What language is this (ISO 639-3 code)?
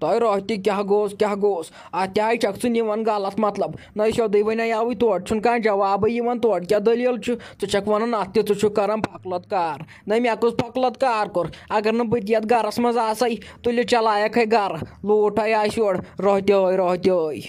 kas